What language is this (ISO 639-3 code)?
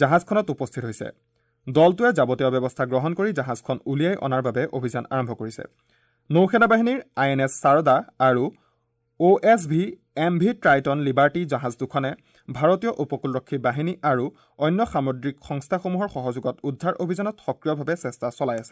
asm